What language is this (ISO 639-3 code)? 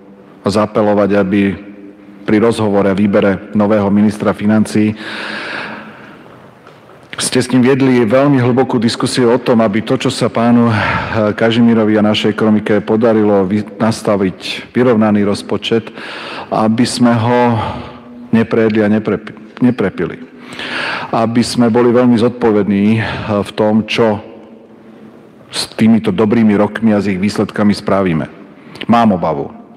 slk